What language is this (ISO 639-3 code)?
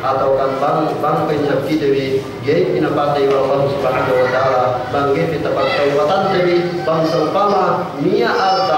yka